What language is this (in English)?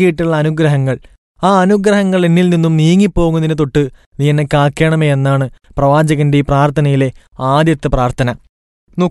Malayalam